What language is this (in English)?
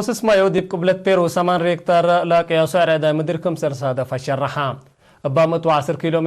Tigre